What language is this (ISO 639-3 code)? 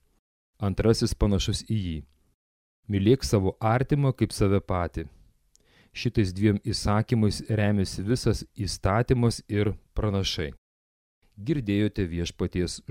lit